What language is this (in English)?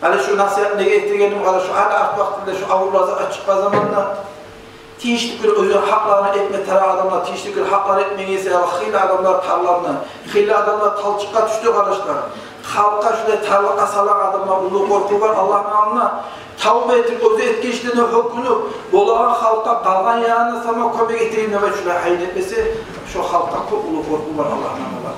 Kumyk